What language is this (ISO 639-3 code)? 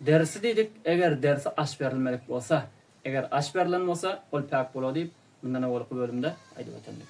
tuk